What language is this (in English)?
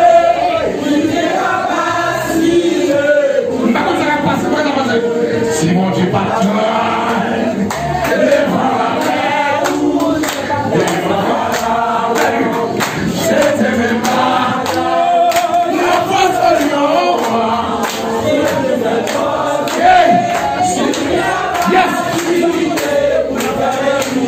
French